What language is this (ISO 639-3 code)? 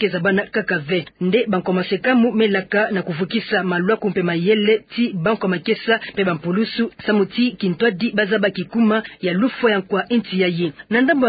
ktu